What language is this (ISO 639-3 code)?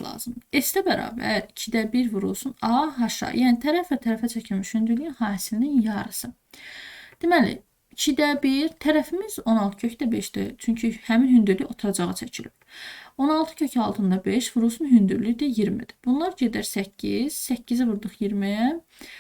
aze